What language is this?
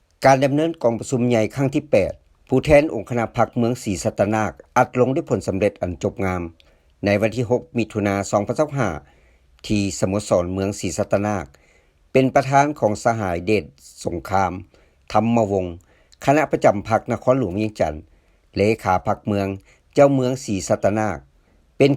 Lao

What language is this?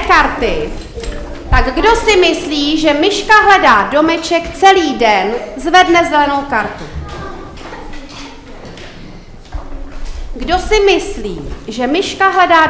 Czech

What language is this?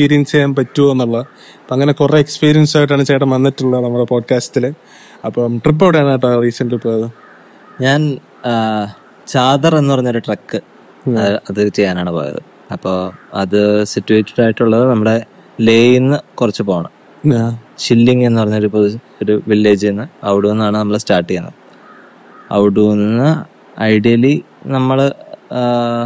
Malayalam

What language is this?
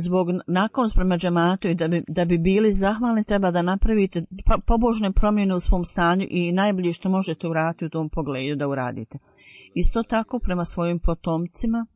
Bosnian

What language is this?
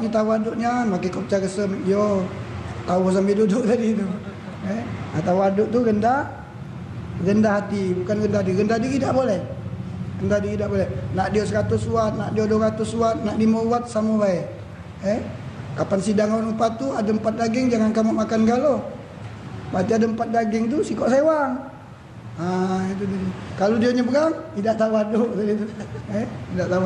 Musi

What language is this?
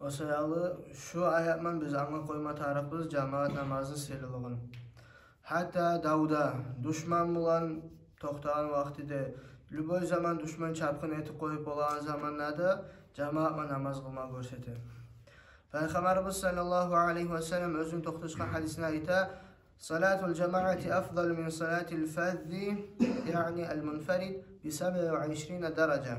Kumyk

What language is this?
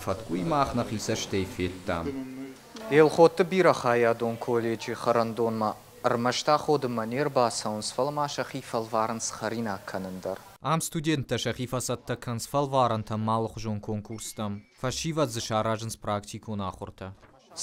Ossetic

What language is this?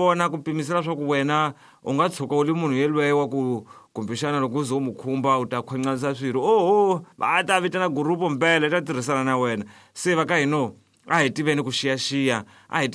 Tsonga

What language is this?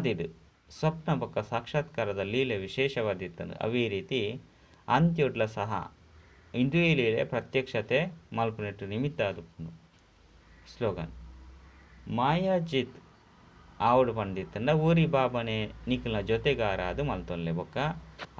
Tulu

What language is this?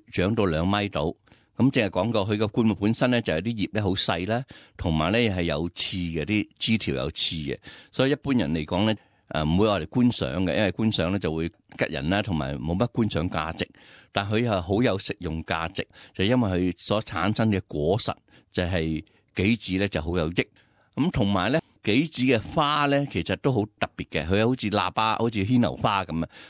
Cantonese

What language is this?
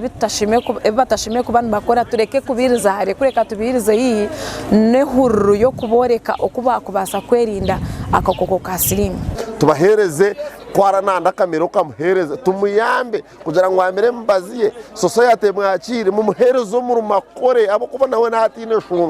Nyankole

